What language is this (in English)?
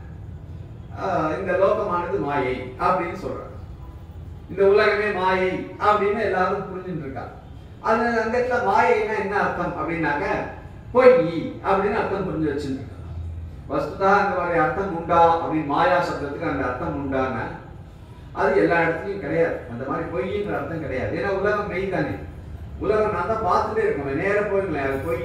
Tamil